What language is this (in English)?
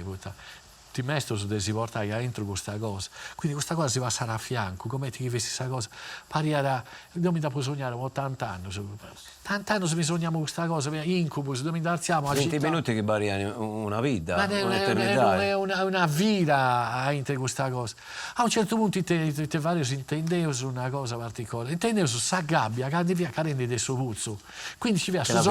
Sardinian